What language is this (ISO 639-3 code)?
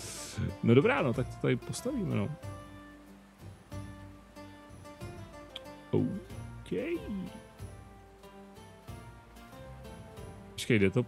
ces